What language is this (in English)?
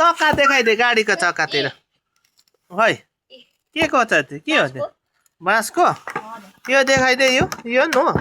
Nepali